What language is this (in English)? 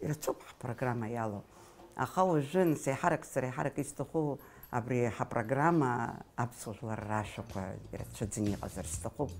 Abkhazian